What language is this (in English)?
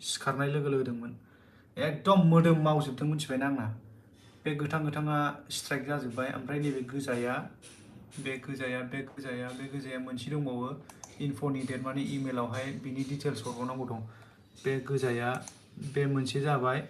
Bodo